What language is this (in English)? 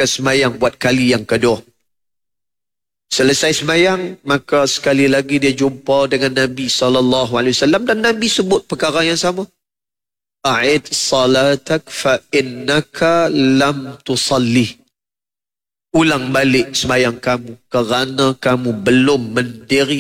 Malay